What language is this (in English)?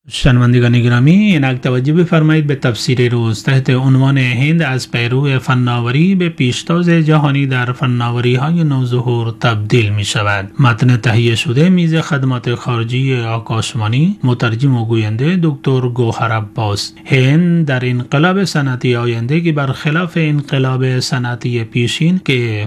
Persian